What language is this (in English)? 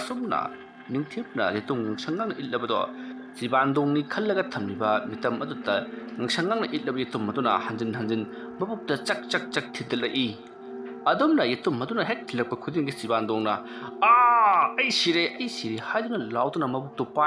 Manipuri